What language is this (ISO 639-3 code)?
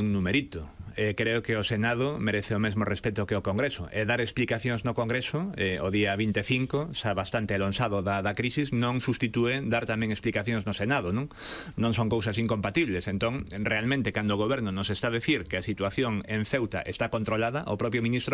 glg